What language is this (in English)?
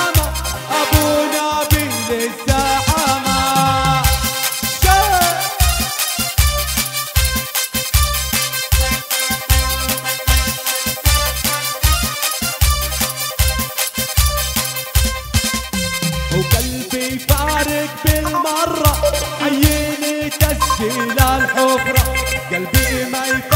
South Levantine Arabic